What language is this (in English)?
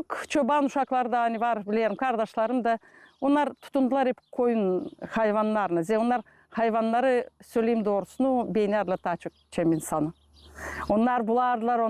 Gagauz